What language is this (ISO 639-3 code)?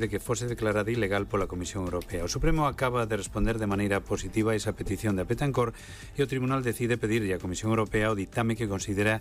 glg